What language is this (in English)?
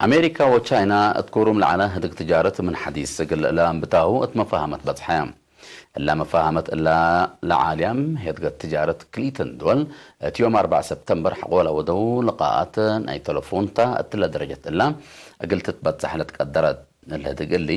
Tigre